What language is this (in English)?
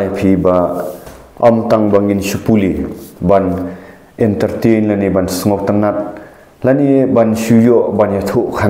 Khasi